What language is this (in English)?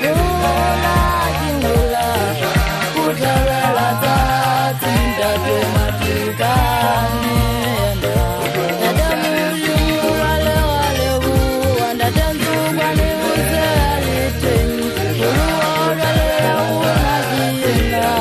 Southern Sotho